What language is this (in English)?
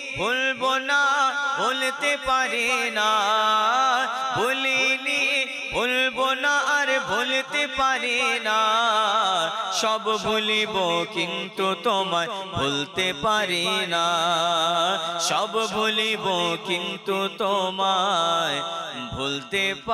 Bangla